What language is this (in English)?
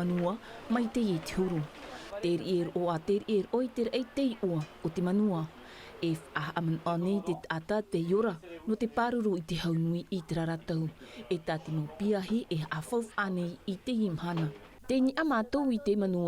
Tahitian